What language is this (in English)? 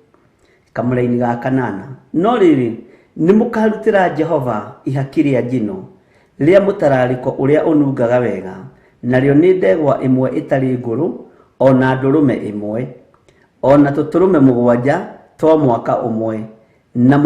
Kikuyu